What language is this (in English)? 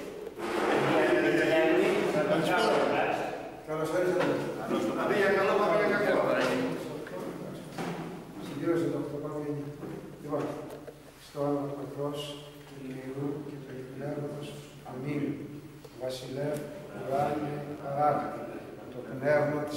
Greek